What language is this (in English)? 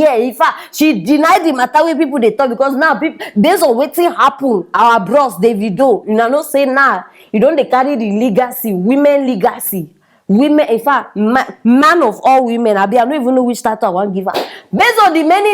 Nigerian Pidgin